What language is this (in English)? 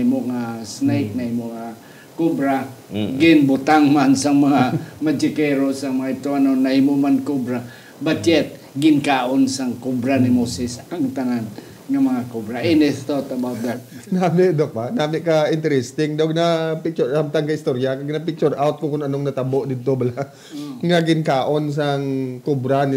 Hiligaynon